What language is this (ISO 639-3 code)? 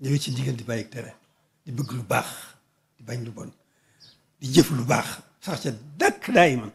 wol